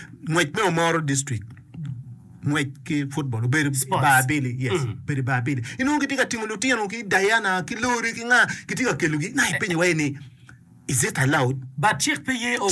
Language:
Acoli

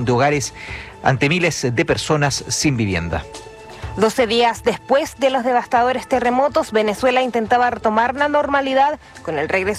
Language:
Spanish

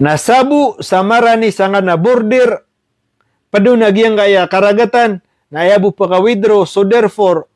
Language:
Maranao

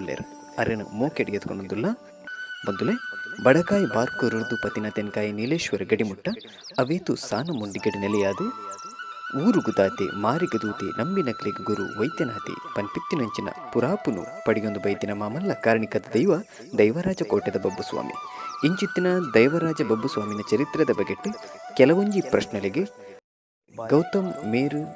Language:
Tulu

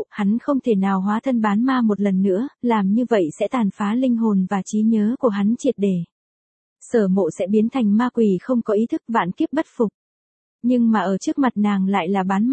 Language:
Vietnamese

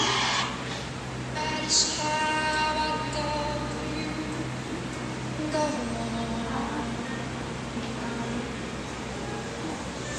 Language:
Filipino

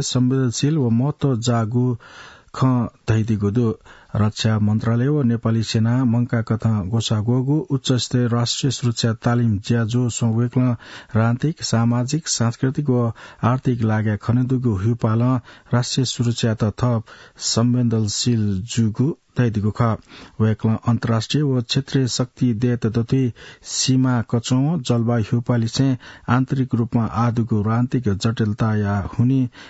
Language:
Newari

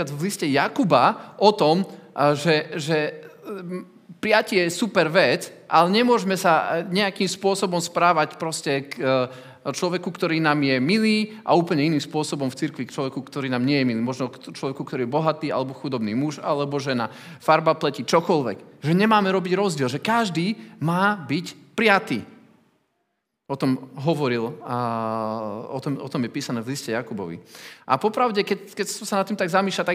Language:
Slovak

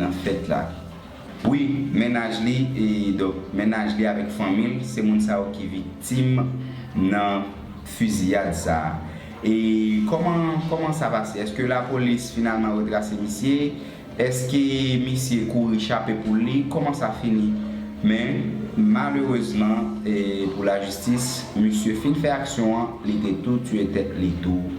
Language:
Haitian Creole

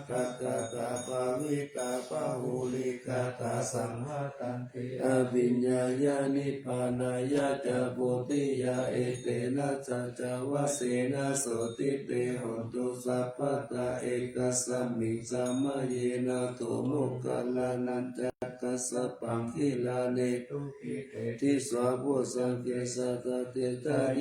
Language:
Pali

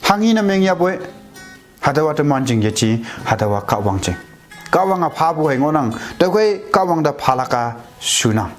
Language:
Konyak Naga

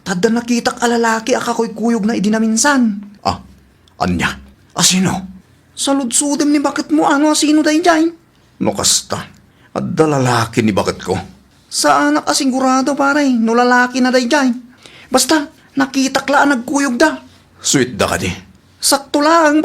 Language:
Iloko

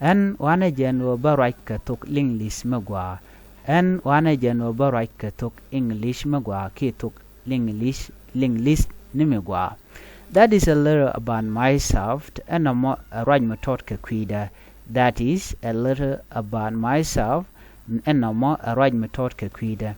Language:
Nuer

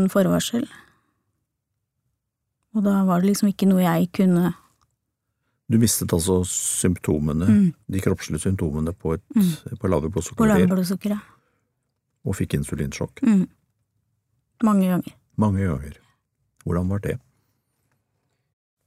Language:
Norwegian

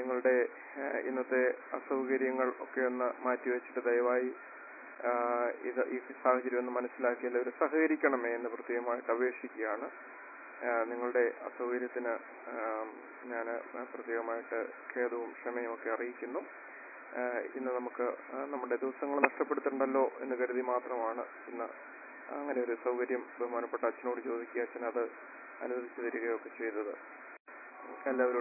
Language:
Malayalam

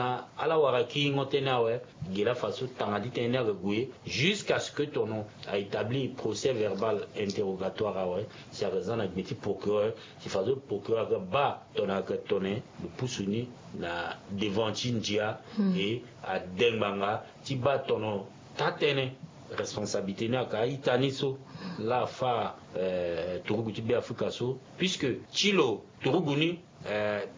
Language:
Sango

